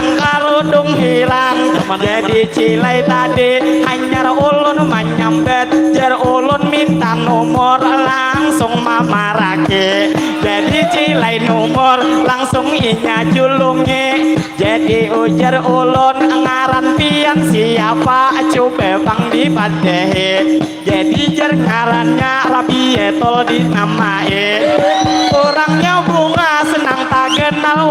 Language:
Banjar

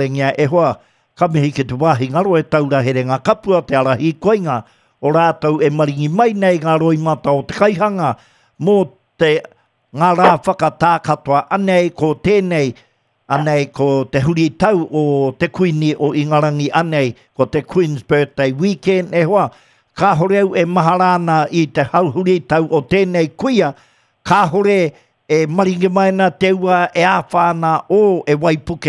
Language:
Māori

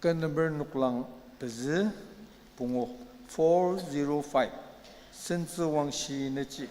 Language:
Ao Naga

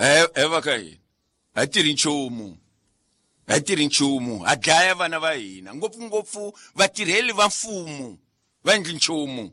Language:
Tsonga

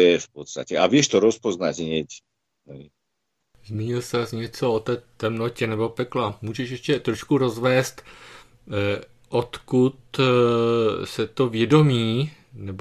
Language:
Slovak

